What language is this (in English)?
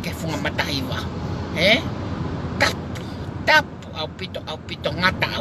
Tongan